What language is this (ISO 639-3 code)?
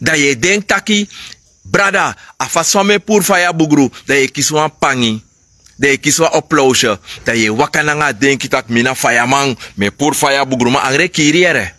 srn